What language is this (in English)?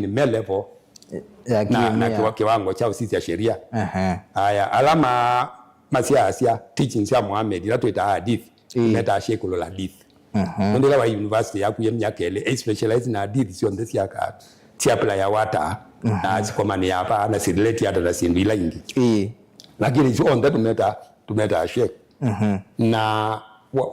Kamba